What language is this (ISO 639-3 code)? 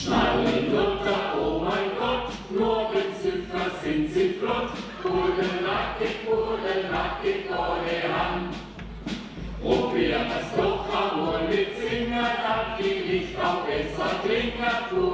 deu